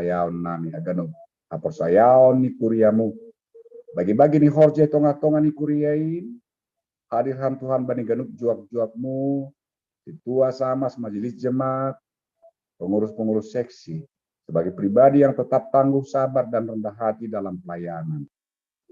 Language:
Batak Simalungun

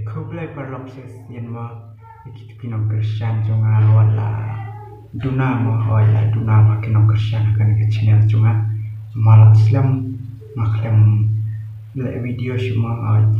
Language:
Khasi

